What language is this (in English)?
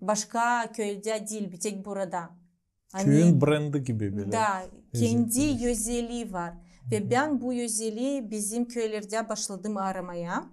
Gagauz